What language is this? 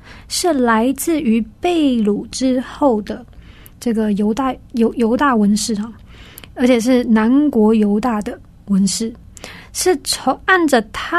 Chinese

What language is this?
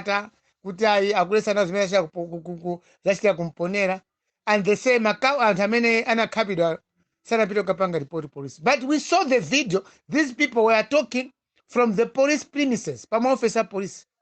Nyanja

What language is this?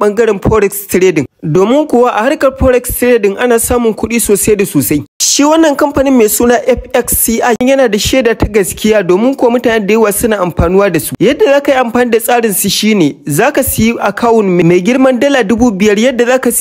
Hausa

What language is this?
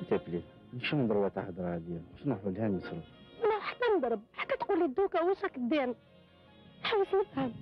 Algerian Arabic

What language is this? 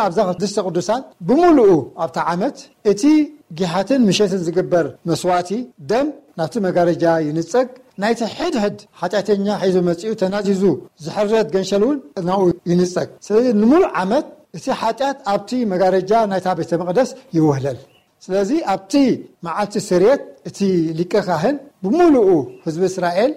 Tigrinya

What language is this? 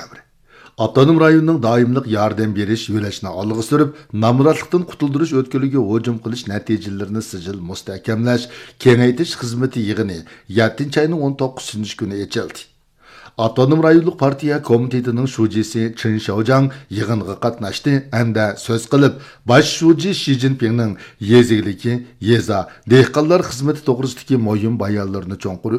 Uyghur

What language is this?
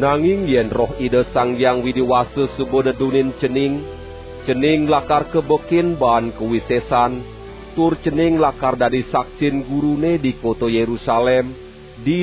Balinese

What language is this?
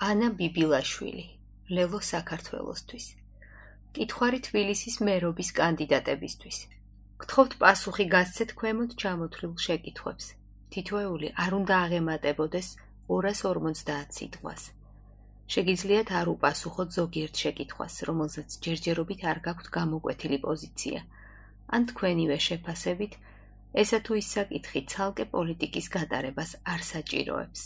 Georgian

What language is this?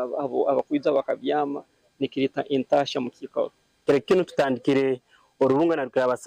Nyankole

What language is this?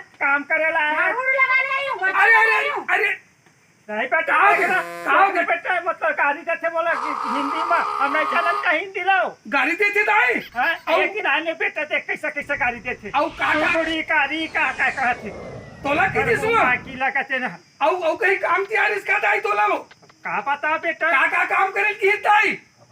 Chhattisgarhi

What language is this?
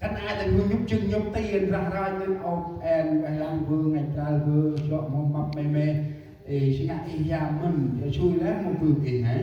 Central Mnong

